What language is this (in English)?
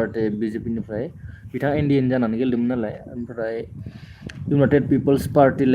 Bodo